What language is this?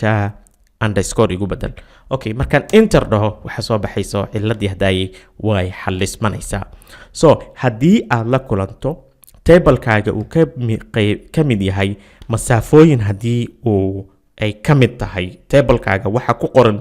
Somali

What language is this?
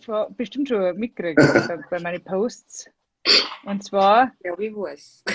Bavarian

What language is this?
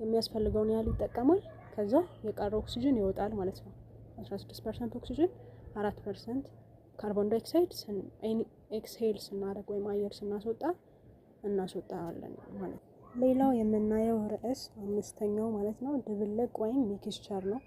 Amharic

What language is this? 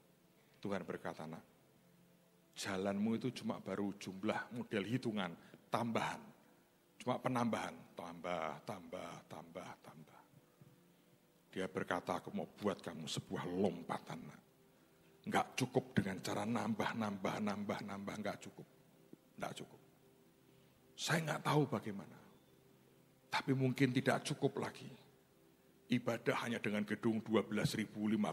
Indonesian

